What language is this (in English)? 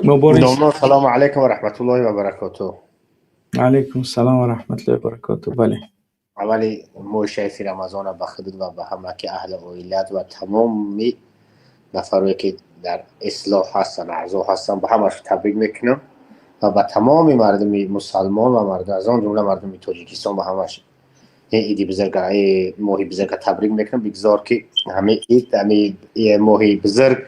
Tajik